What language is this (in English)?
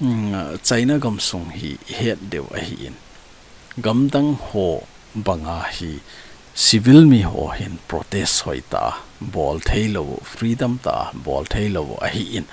Thado Chin